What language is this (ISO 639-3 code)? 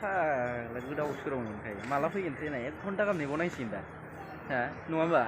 brx